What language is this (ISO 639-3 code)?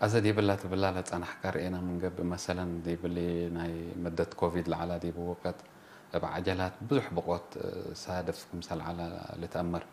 tig